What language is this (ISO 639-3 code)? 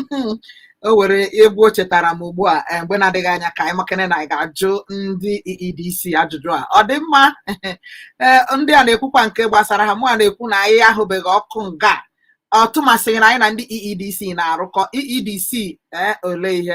ibo